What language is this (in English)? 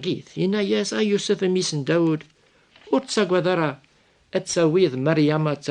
Kabyle